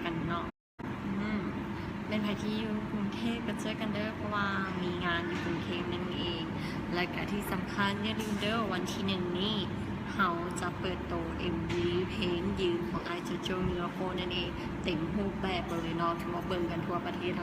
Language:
Lao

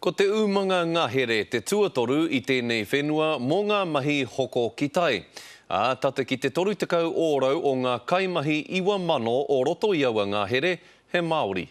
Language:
Māori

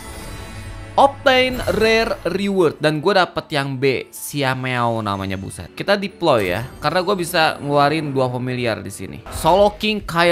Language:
Indonesian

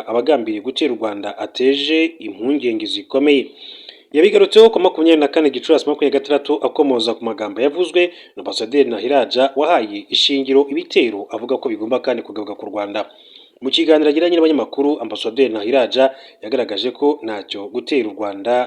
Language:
Kinyarwanda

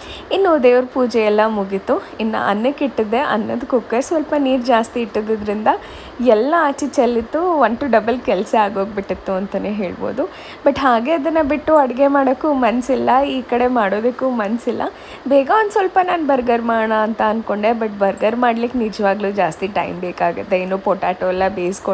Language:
Kannada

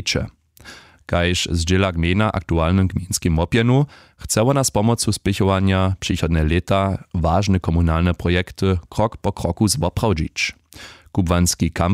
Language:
Upper Sorbian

